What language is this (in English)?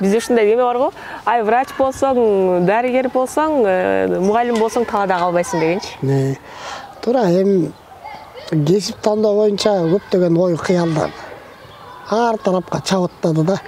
Kyrgyz